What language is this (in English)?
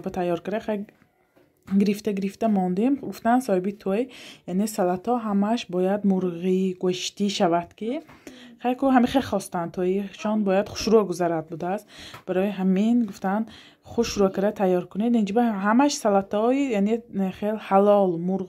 Tajik